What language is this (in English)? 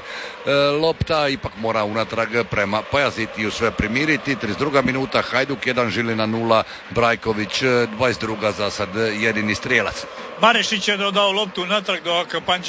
Croatian